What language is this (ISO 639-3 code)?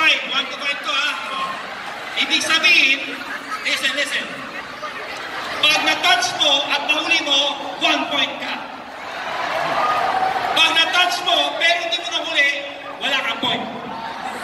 fil